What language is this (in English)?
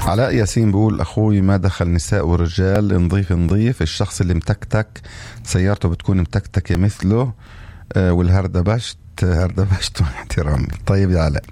North Levantine Arabic